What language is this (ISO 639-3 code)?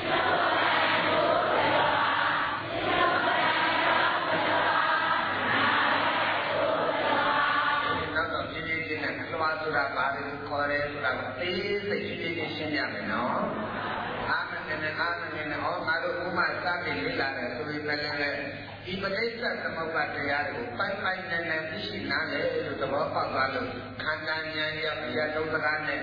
mya